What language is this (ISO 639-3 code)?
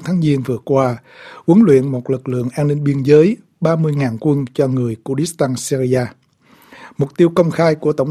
vie